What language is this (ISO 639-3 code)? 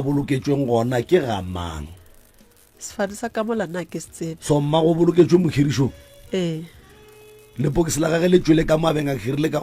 nso